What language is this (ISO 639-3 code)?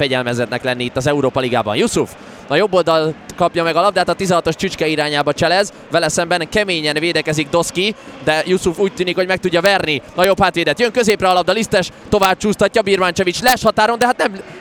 hun